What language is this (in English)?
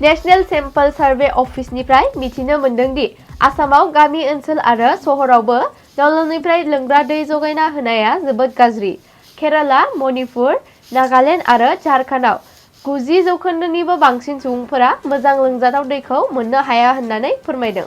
Bodo